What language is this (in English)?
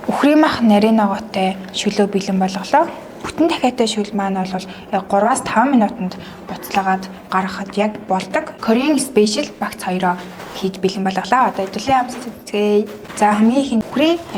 Mongolian